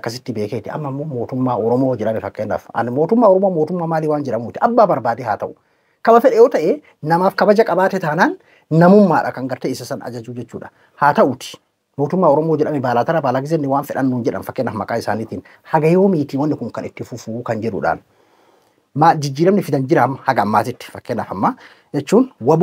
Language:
Oromo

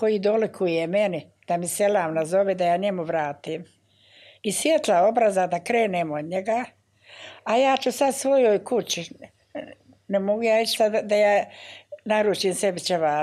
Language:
Bosnian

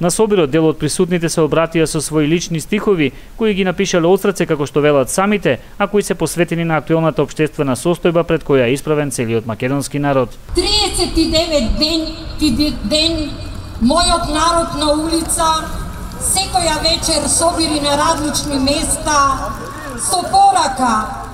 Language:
Macedonian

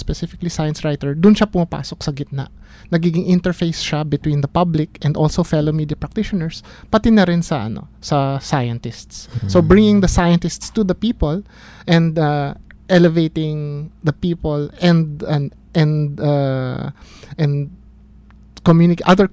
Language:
Filipino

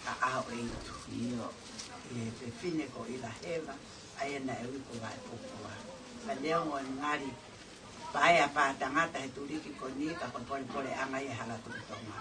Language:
Tongan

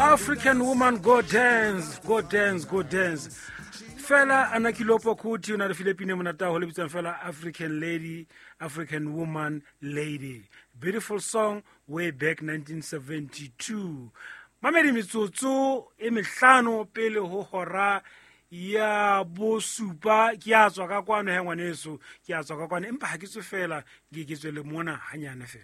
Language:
Southern Sotho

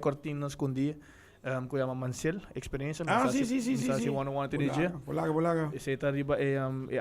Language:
Papiamento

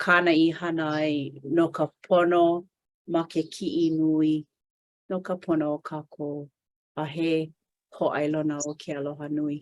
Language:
Hawaiian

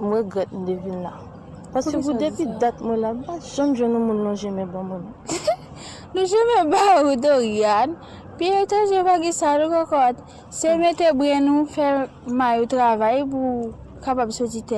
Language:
Haitian Creole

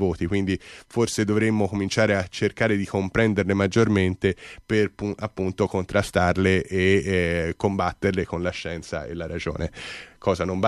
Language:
Italian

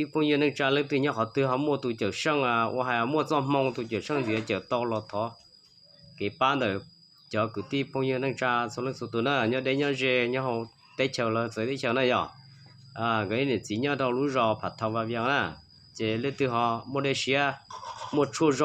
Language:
Hmong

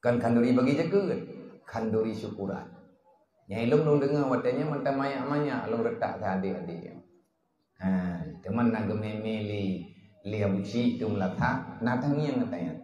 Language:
Achinese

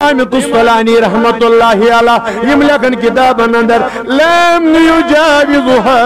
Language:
Kashmiri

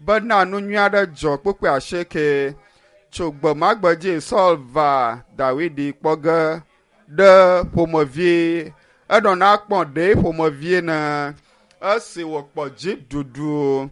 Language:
Ewe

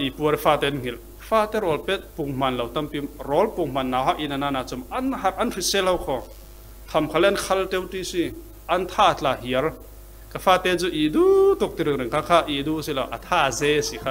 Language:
Falam Chin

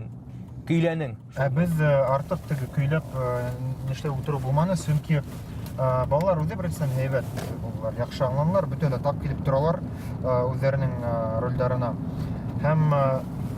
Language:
Bashkir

